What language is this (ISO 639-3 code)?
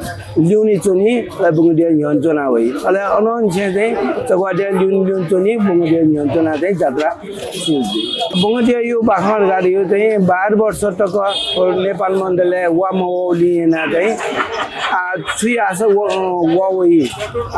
new